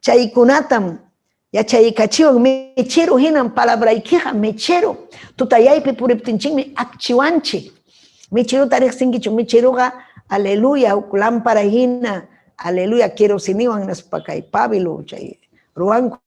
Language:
Ayacucho Quechua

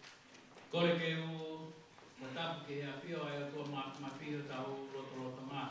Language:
Tongan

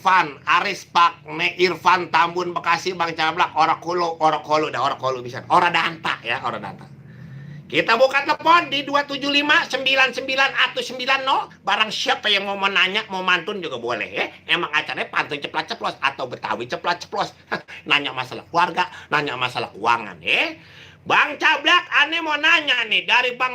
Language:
Betawi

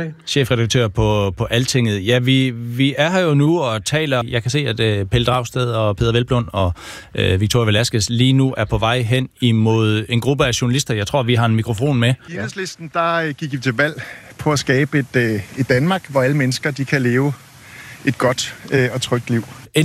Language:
Danish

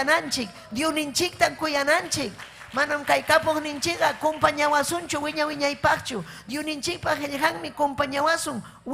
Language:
Ayacucho Quechua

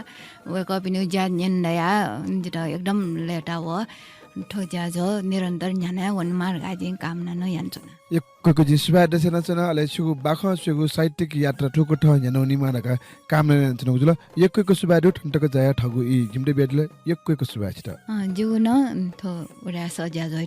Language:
Newari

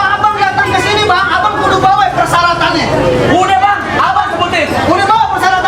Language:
Betawi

